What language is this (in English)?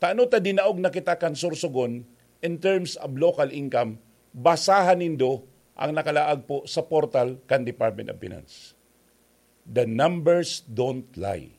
Bikol